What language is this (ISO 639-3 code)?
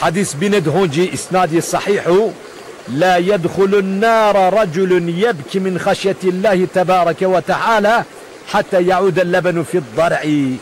zza